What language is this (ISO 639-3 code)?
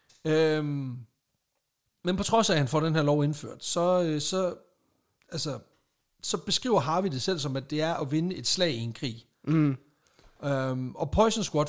dan